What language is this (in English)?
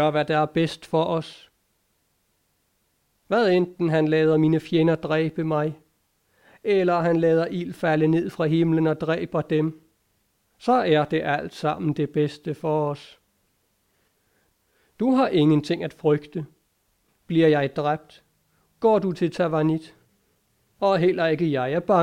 Danish